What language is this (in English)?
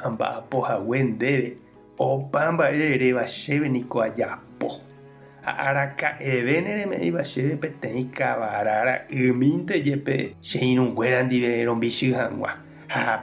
Guarani